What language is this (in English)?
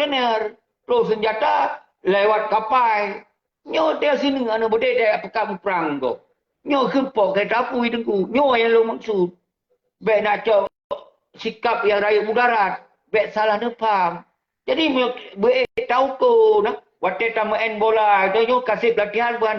Achinese